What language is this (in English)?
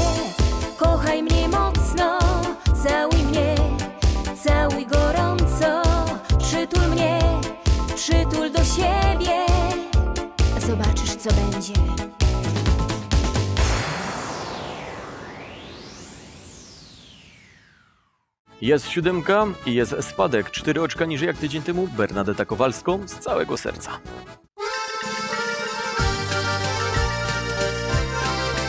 Polish